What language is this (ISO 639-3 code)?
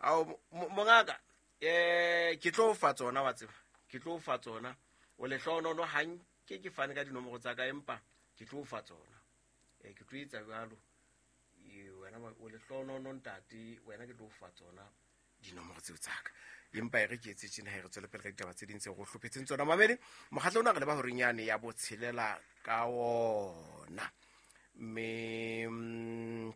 sot